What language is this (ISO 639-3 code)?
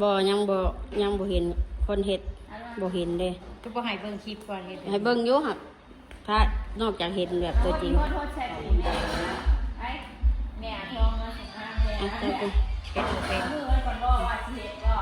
tts